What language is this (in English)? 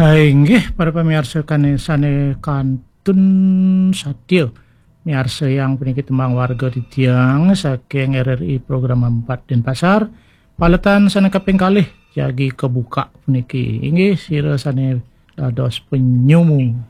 Balinese